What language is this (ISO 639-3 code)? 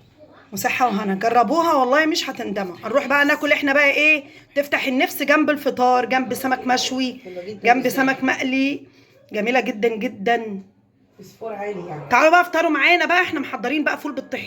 arz